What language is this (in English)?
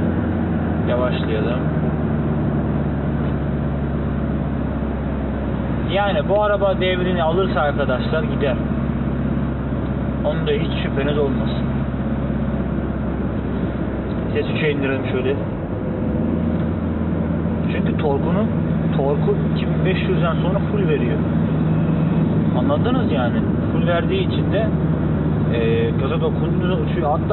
Turkish